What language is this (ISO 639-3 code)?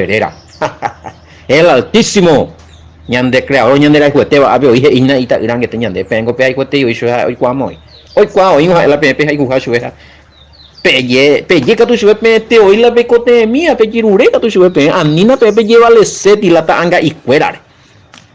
grn